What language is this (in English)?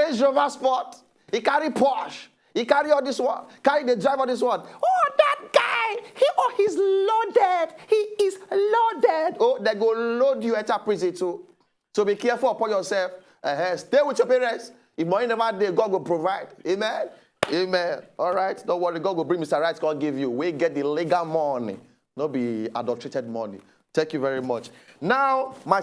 Nigerian Pidgin